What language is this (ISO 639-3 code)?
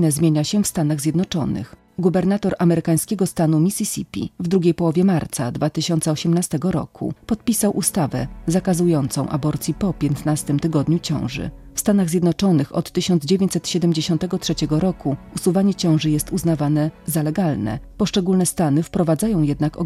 pol